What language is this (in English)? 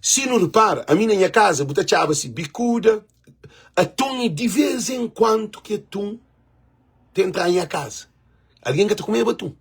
Kabuverdianu